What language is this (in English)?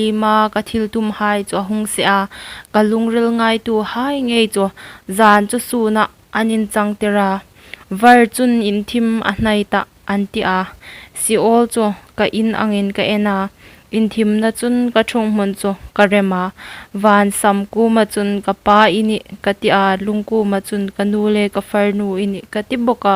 Hmar